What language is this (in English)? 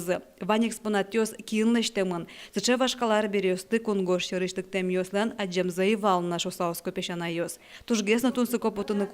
Udmurt